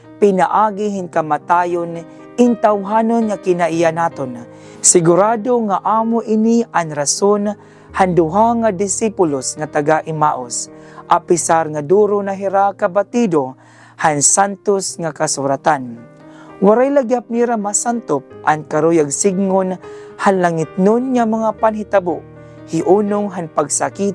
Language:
Waray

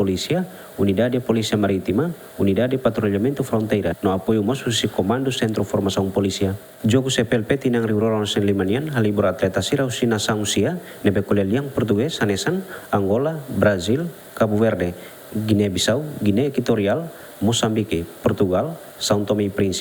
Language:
Tetum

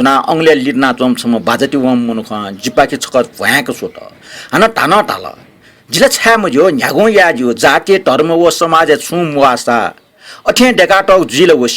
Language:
Newari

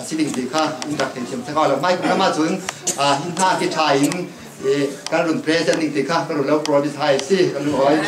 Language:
Falam Chin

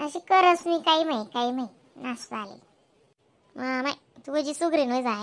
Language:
Khandesi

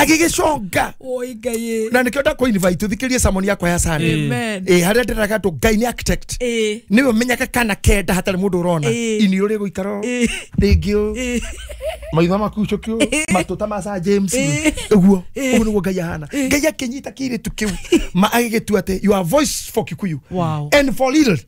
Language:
Kikuyu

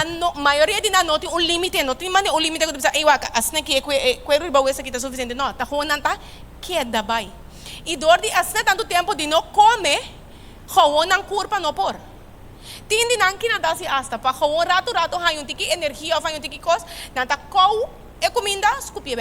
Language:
Papiamento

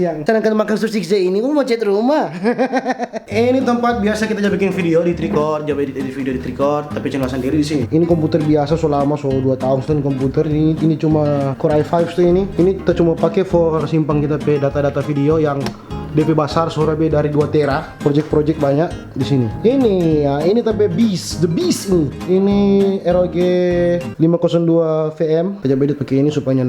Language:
Manado Malay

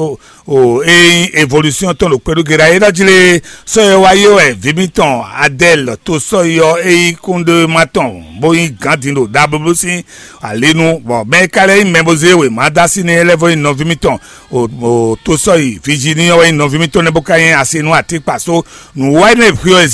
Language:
Fon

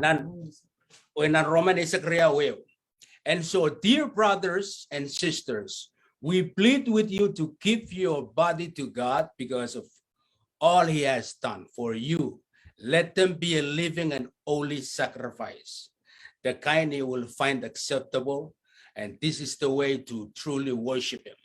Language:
Pohnpeian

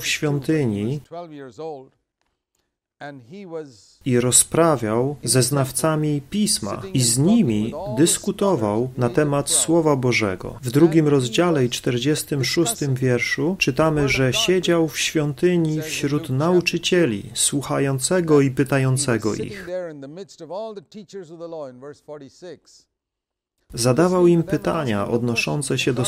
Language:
Polish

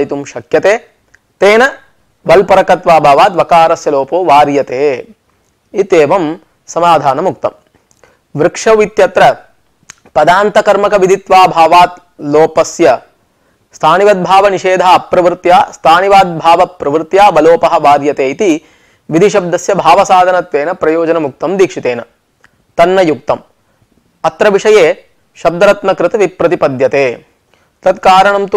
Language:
Sanskrit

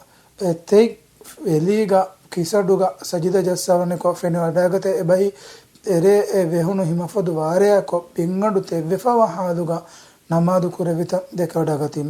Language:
Divehi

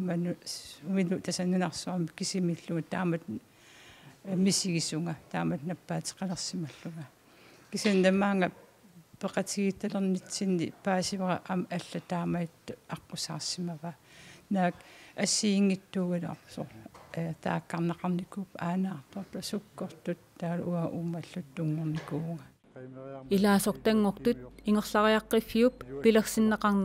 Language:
Kalaallisut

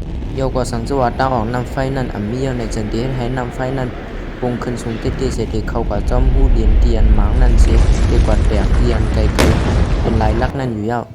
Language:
Shan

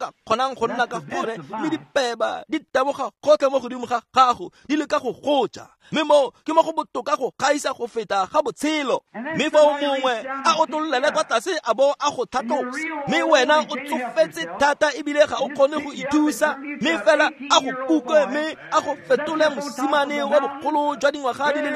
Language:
Tswana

